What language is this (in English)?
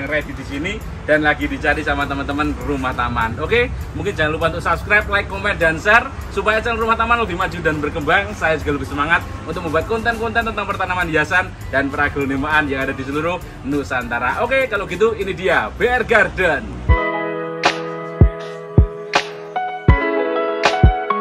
Indonesian